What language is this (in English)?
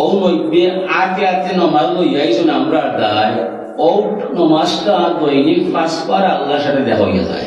Sylheti